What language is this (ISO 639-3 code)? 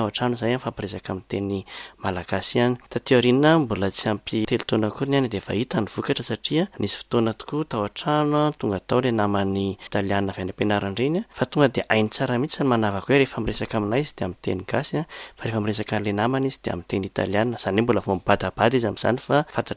mlg